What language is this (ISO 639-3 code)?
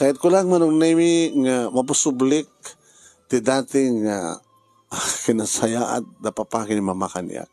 ilo